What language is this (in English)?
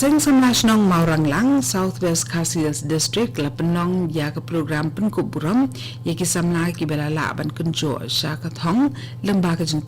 Khasi